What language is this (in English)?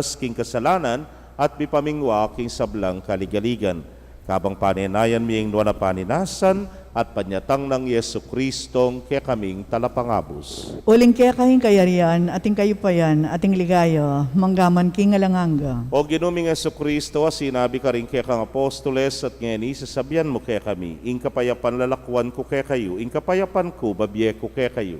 Pampanga